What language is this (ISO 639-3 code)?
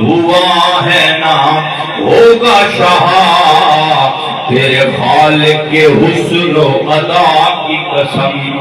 skr